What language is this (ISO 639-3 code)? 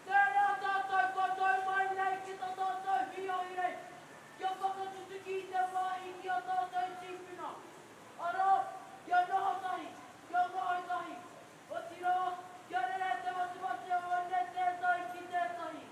mri